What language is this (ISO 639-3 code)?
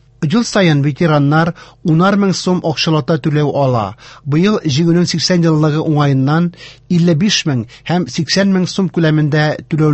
tat